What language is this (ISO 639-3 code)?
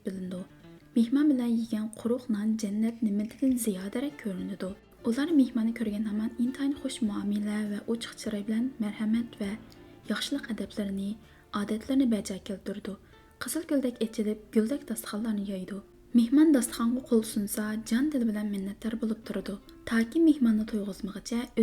uig